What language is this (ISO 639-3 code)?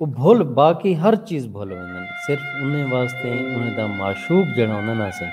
skr